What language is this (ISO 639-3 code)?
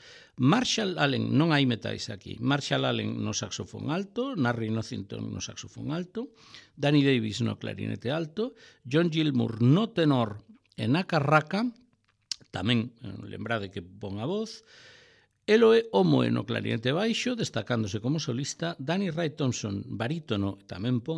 glg